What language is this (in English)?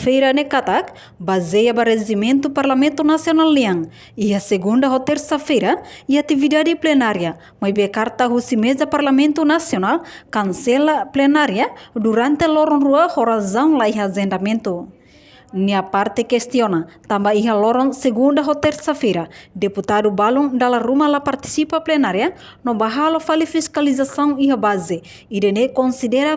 Tetum